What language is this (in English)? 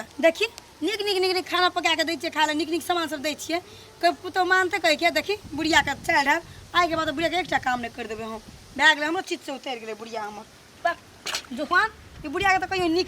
Maithili